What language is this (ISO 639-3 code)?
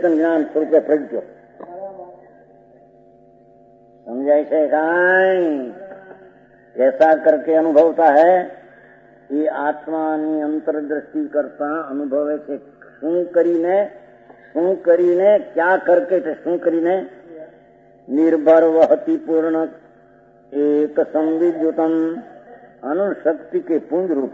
guj